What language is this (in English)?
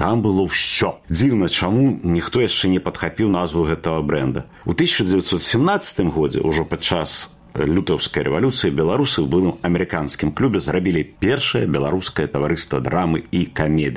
Belarusian